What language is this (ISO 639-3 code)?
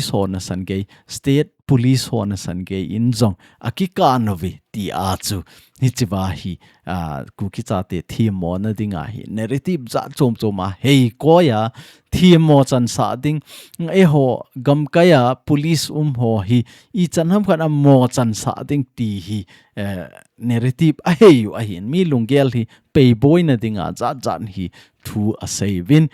tcz